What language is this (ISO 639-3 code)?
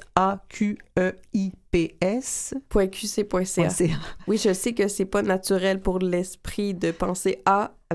fra